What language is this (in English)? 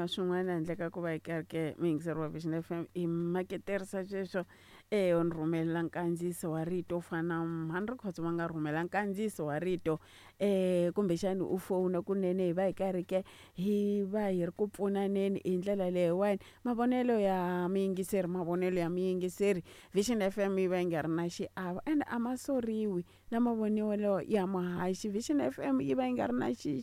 Tsonga